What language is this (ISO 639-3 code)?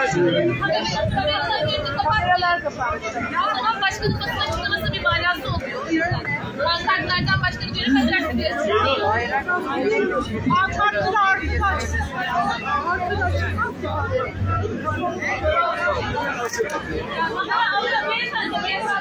tur